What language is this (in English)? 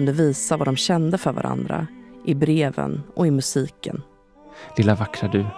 Swedish